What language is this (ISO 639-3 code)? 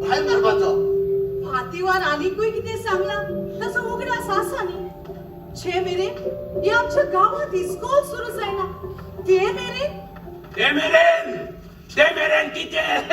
kok